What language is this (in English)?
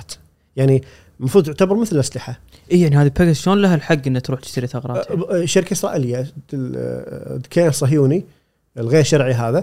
Gulf Arabic